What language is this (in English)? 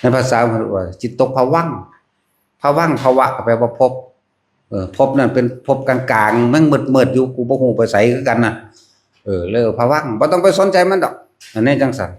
Northeastern Thai